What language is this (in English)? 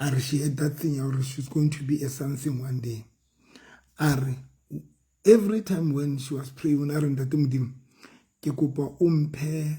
Southern Sotho